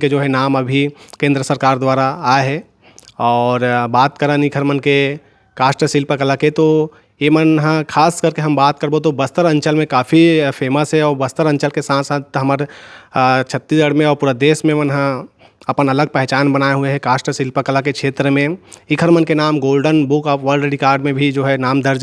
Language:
Chhattisgarhi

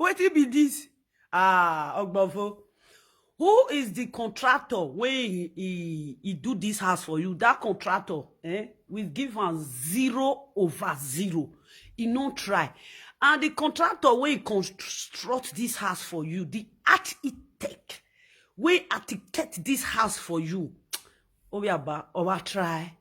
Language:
Nigerian Pidgin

